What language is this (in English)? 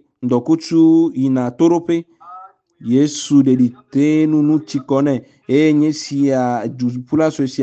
Ewe